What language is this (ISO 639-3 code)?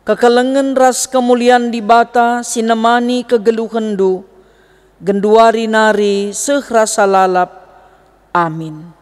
btx